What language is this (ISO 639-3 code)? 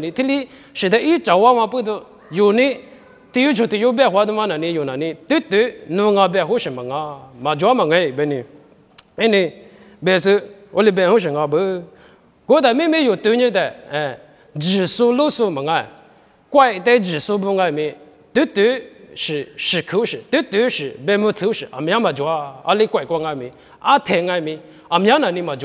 lis